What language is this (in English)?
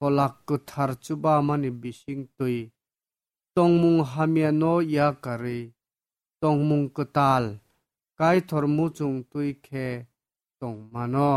Kok Borok